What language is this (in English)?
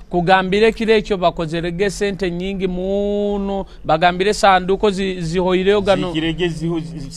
Nyoro